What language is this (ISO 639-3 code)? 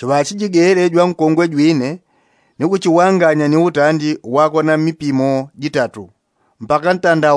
yao